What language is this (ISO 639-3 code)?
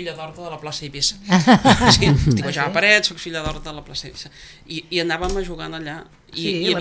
cat